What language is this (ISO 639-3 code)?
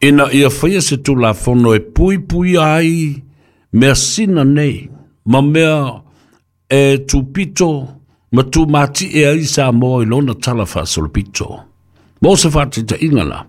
smo